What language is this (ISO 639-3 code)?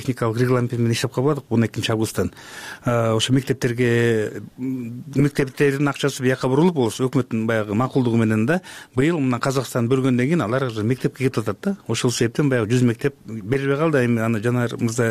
kir